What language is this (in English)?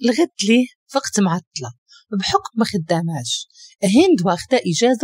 Moroccan Arabic